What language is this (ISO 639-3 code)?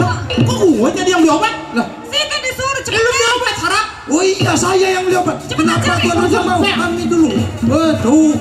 bew